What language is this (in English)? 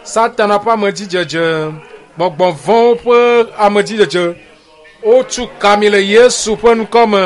Ewe